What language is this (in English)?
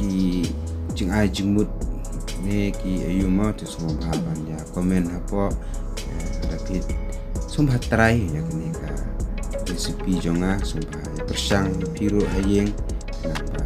Khasi